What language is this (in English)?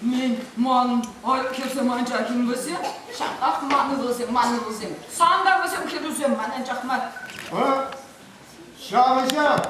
Chuvash